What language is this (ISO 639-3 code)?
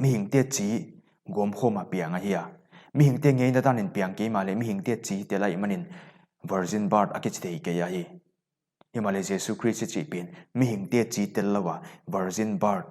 pck